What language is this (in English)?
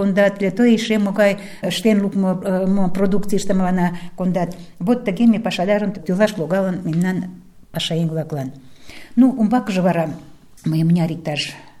Mari